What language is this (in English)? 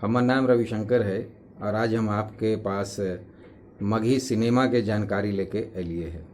Magahi